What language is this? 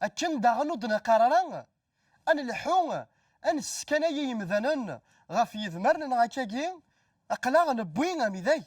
Kabyle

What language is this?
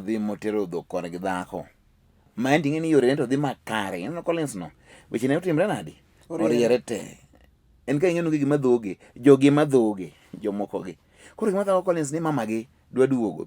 Luo (Kenya and Tanzania)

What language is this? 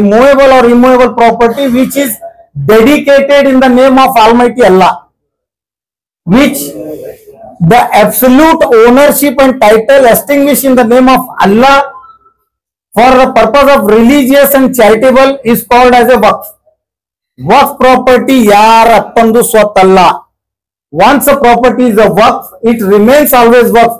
Kannada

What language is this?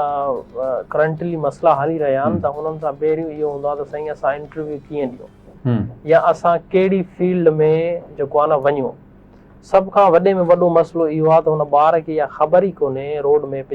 Sindhi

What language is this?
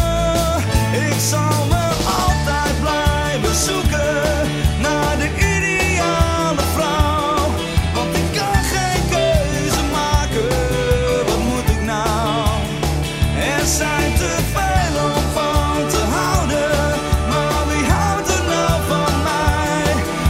Dutch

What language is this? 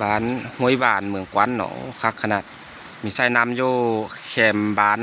Lao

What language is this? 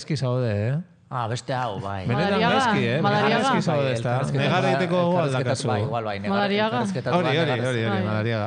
Basque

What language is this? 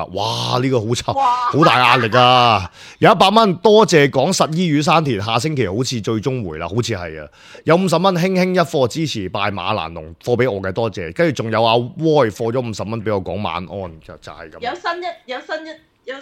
Cantonese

